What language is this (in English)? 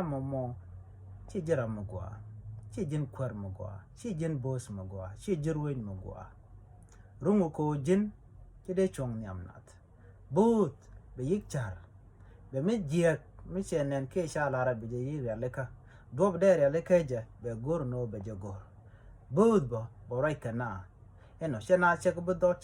Nuer